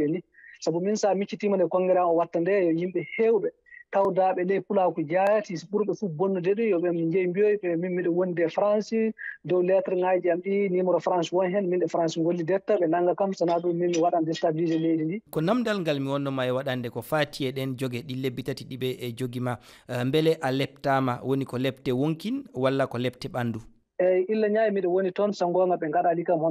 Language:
Fula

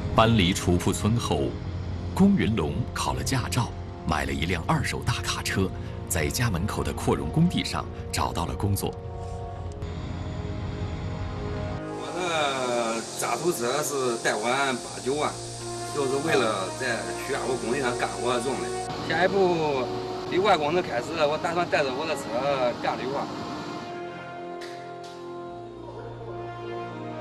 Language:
Chinese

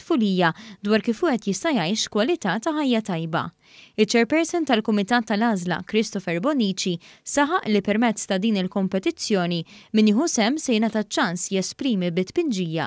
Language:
Maltese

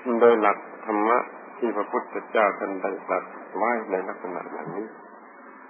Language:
Thai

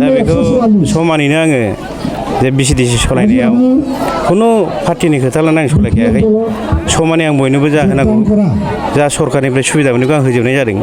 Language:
Bodo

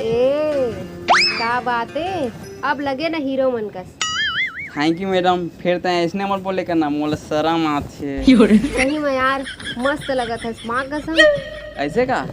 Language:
Chhattisgarhi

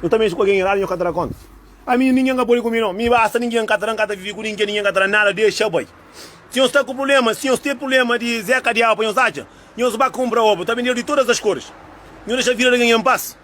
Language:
Kabuverdianu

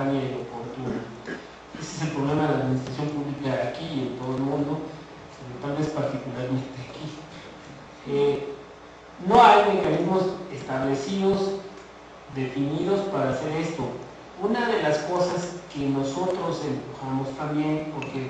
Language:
Spanish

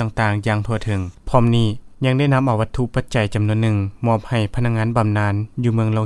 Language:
Lao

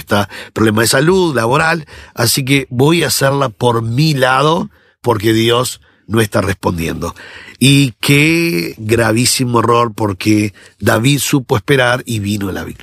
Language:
Spanish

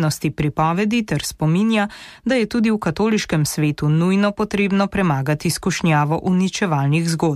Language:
Slovenian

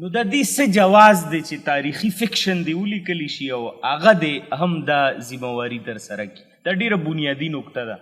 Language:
Pashto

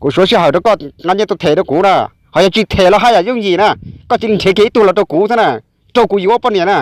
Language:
Hmong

